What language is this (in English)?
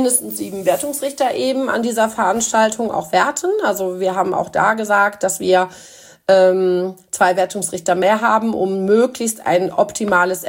German